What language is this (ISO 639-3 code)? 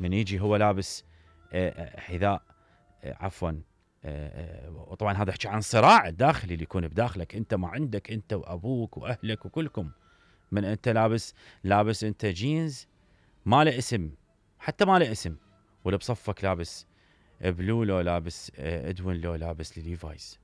acm